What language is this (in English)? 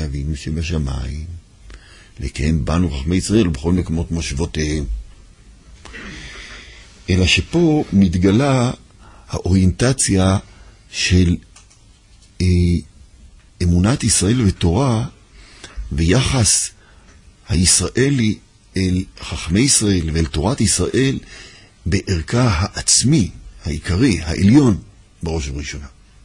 Hebrew